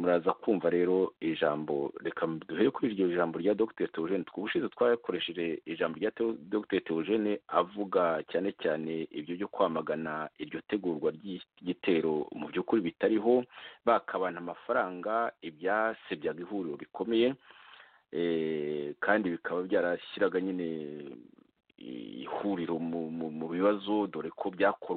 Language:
Kinyarwanda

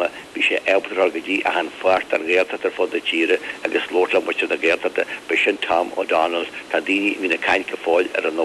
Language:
Irish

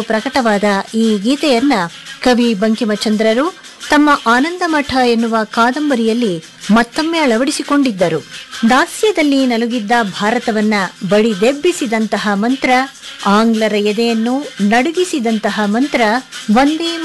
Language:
Kannada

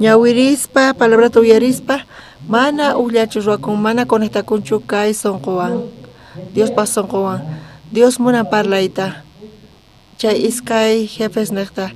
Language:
South Bolivian Quechua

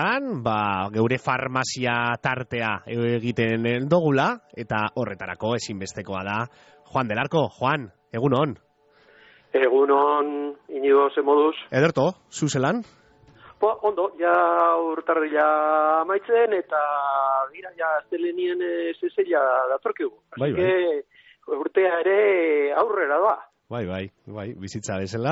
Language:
Basque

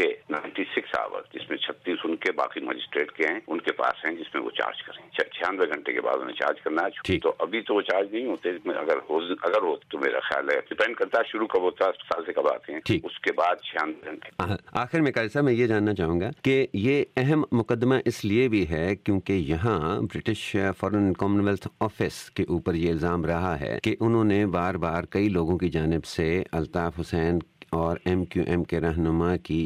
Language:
Urdu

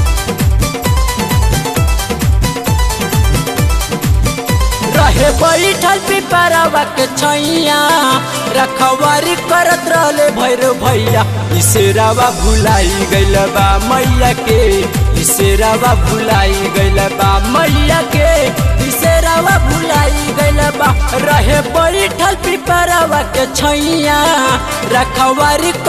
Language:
Bhojpuri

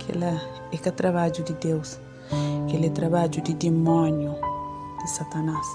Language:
Kabuverdianu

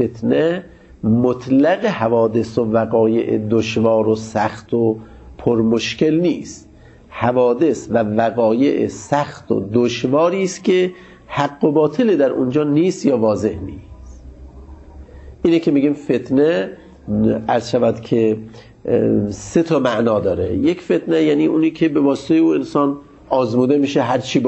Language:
Persian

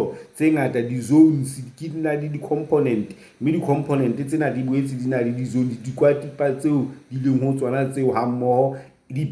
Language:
Southern Sotho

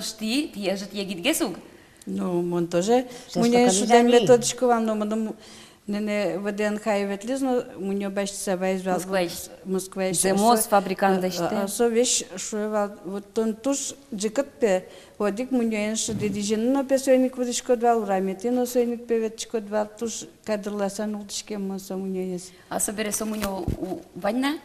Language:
Udmurt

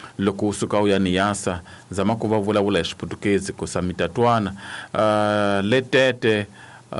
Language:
Tsonga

